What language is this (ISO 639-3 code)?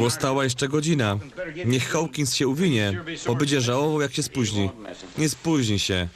szl